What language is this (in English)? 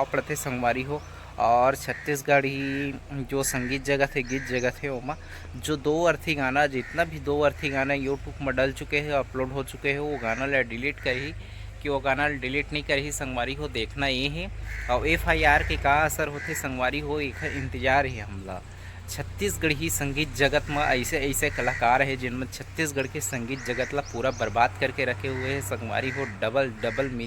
Chhattisgarhi